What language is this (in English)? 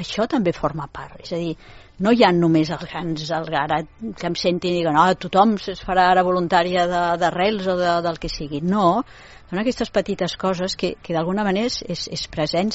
Catalan